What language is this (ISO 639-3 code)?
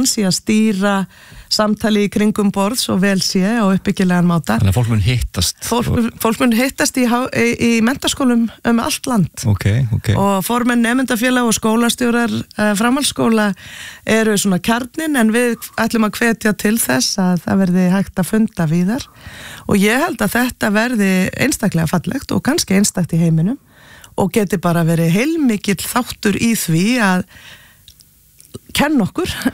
isl